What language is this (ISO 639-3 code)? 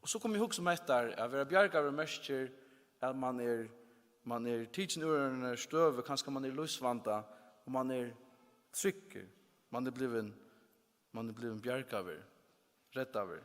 fao